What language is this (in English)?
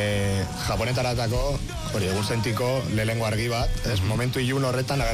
Basque